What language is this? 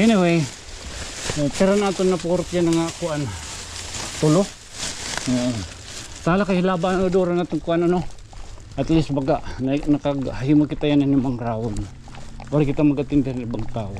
Waray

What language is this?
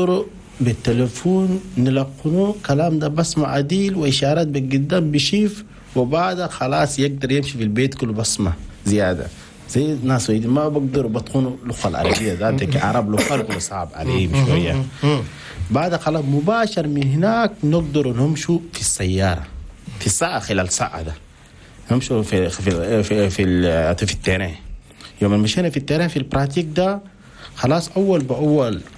Chadian Arabic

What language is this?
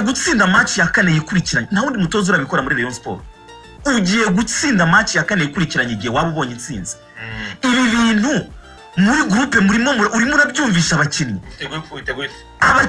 Kinyarwanda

